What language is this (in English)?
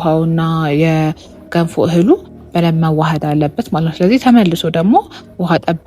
Amharic